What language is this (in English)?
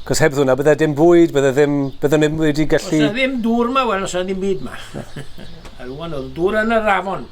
Welsh